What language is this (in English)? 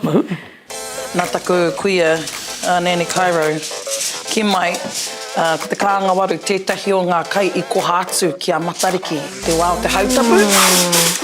Māori